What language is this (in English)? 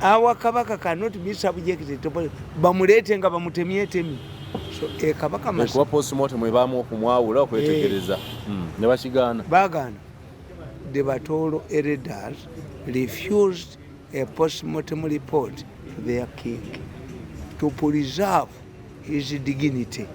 Ganda